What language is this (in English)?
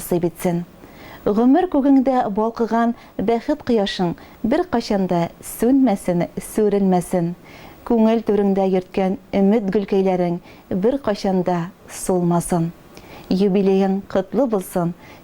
Tatar